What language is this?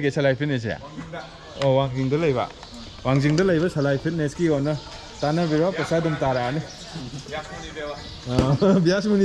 Manipuri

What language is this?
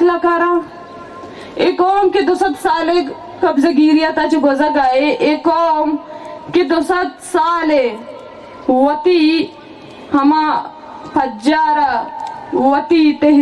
Baluchi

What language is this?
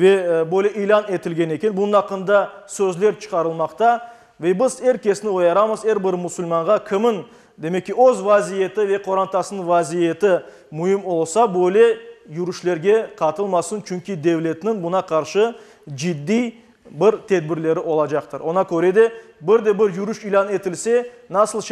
Crimean Tatar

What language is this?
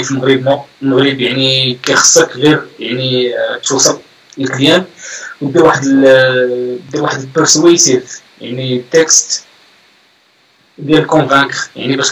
Moroccan Arabic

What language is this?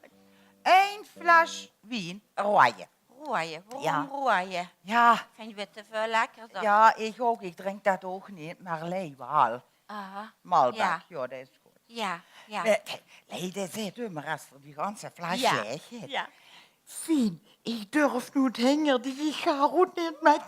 Limburgish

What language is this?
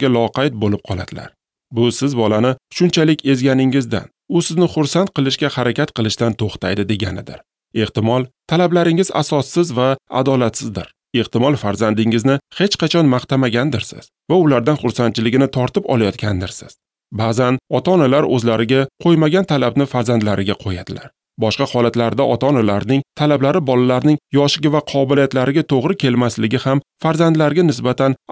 Uzbek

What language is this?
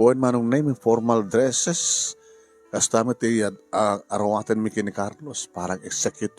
Iloko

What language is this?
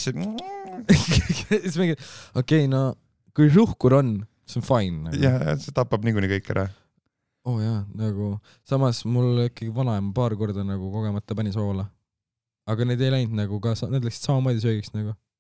Estonian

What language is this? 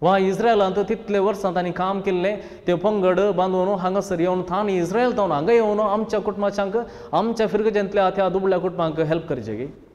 Konkani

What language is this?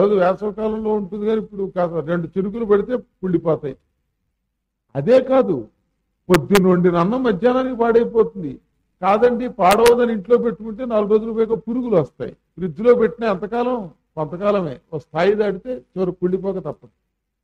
Telugu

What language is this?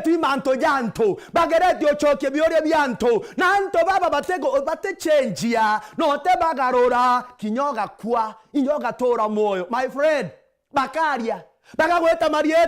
Meru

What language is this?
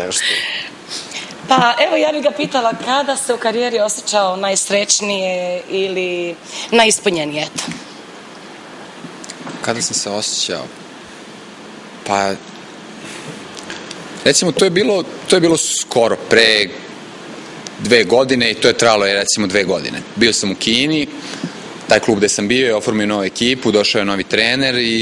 Serbian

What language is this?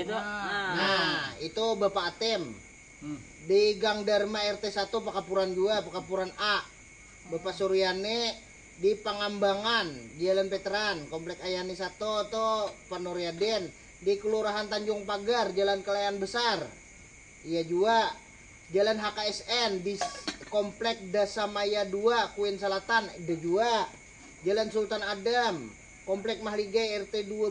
Banjar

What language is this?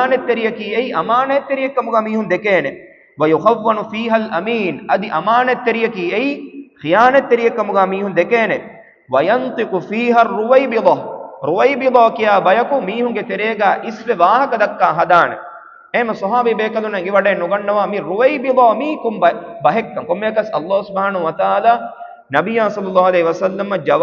Divehi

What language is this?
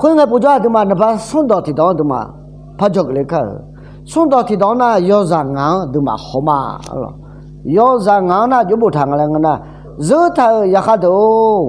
Akha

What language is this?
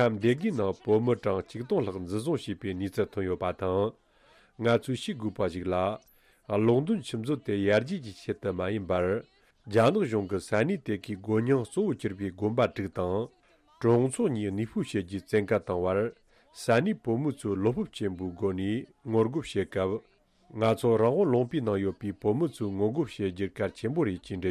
Tibetan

